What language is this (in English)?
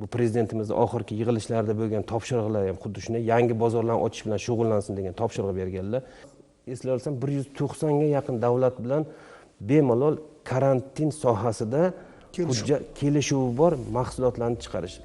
Uzbek